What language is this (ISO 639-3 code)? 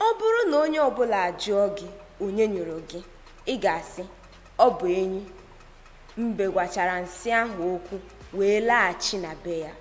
ibo